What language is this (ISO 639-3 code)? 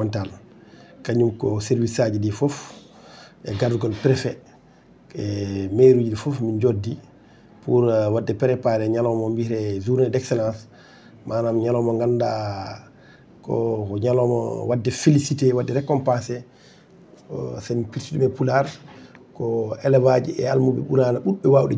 ful